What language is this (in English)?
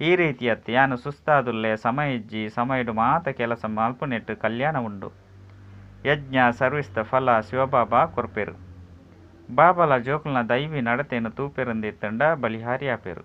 Tulu